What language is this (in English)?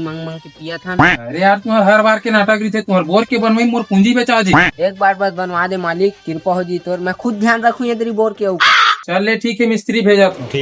Chhattisgarhi